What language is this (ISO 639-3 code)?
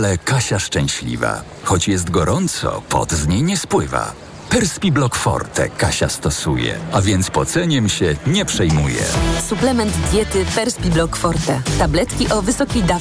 pol